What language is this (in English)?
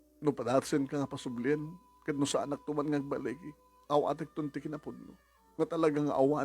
Iloko